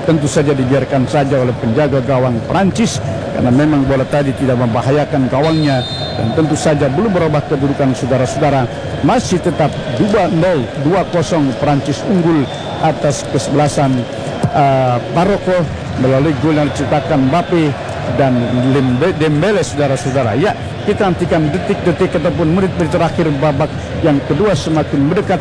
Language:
Indonesian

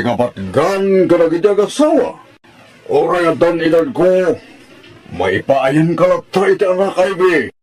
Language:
Iloko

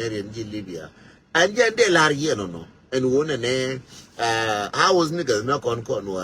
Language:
Nuer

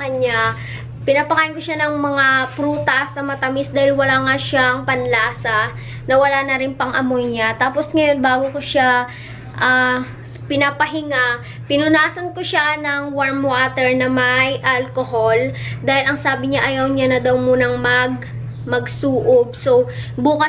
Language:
Filipino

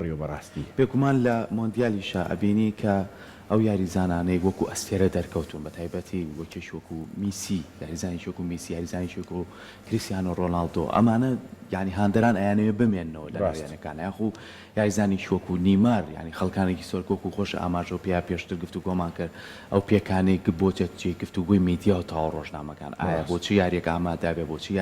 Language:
Central Kurdish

